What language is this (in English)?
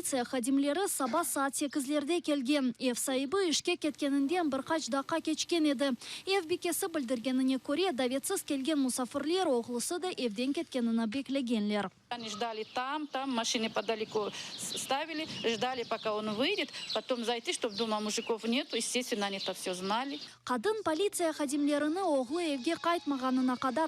Crimean Tatar